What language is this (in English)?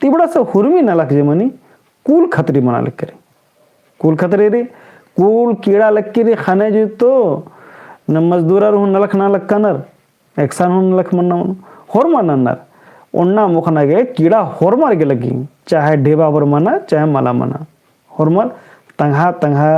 Kurukh